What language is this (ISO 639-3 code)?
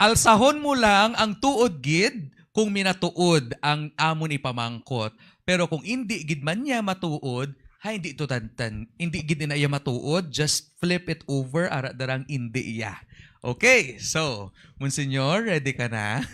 hil